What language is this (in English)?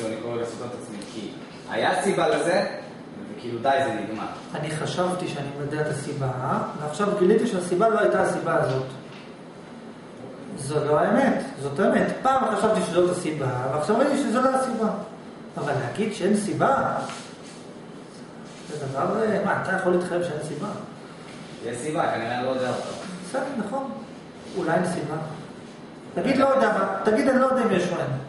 Hebrew